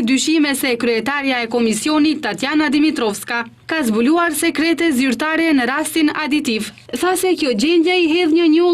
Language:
Albanian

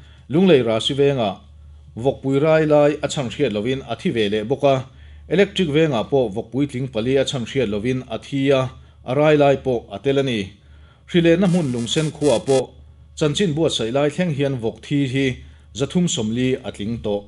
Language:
Mizo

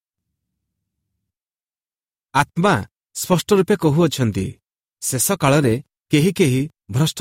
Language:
Odia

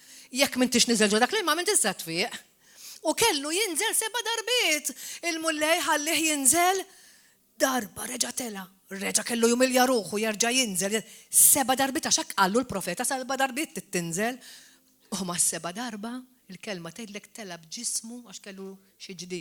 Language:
Maltese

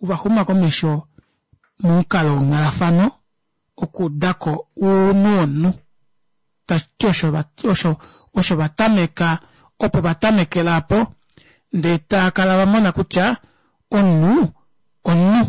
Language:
Kuanyama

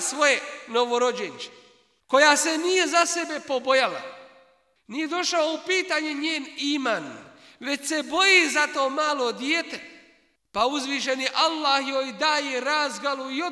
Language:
Bosnian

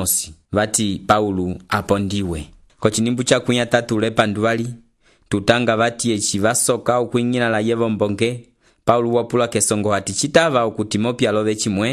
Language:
Umbundu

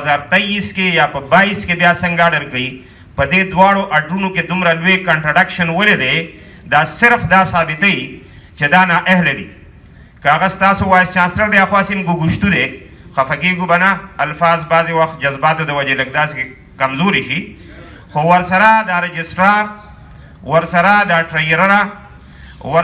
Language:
Pashto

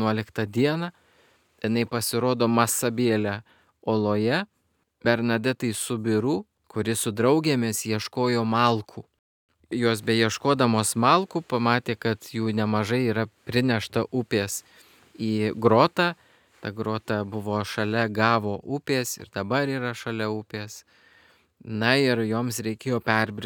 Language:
Lithuanian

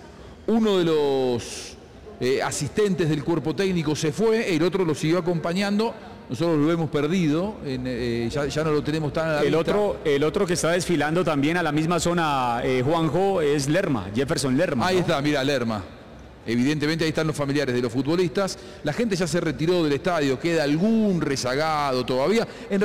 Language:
Spanish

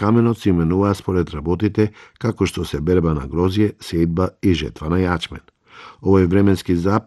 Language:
Macedonian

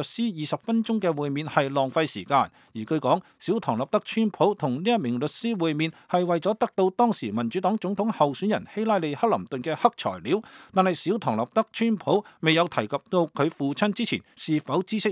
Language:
Cantonese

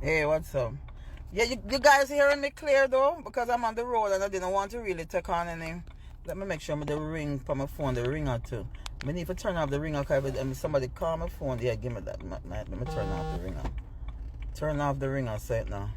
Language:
Jamaican Creole English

